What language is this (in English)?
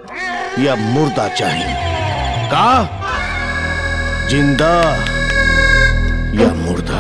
Bhojpuri